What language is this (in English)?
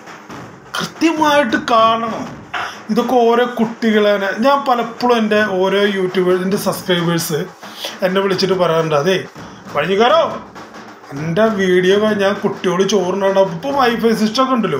Malayalam